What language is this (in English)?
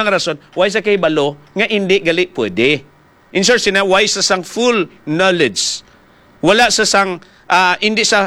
Hiligaynon